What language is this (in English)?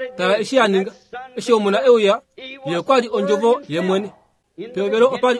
Kuanyama